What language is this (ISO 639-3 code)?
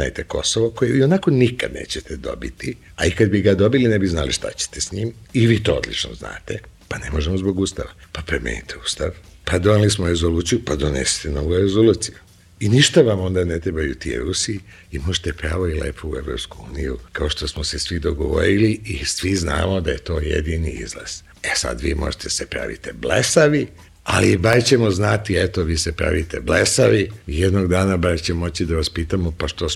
srp